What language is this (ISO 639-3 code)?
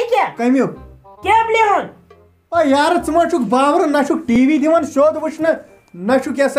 kas